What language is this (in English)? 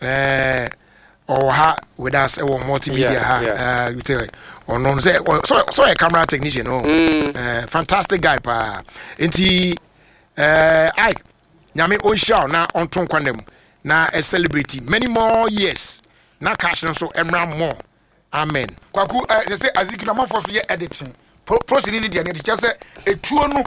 Akan